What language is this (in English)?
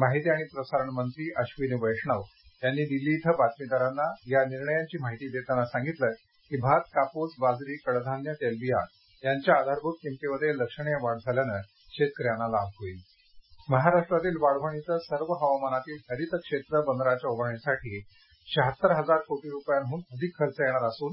Marathi